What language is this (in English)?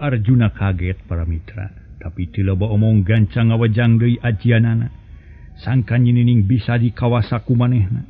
Sundanese